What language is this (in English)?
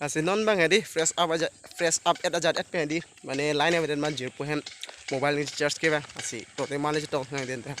Karbi